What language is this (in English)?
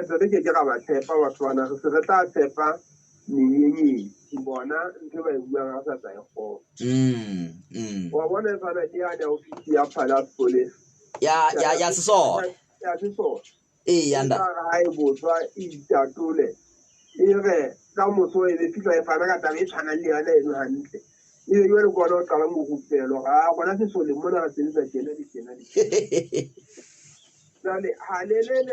Southern Sotho